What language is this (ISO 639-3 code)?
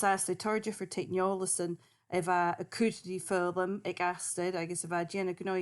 gla